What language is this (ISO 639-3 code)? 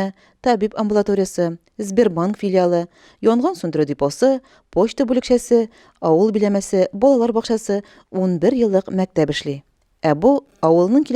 tat